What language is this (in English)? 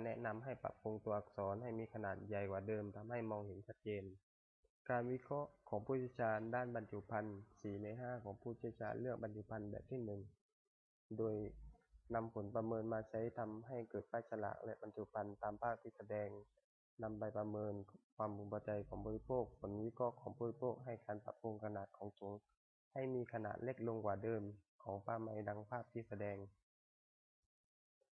Lao